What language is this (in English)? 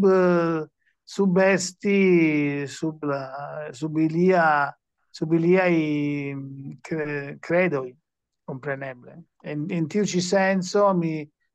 Esperanto